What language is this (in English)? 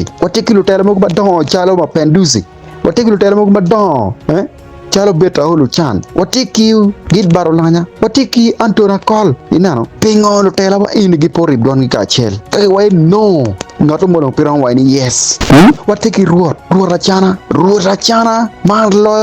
Acoli